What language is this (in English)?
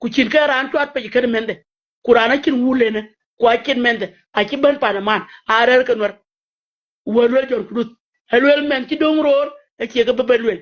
Nuer